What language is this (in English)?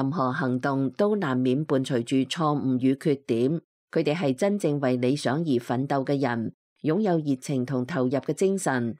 Cantonese